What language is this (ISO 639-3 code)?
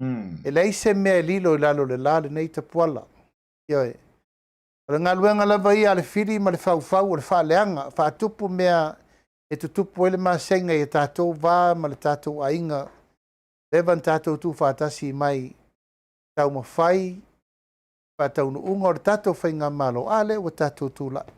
smo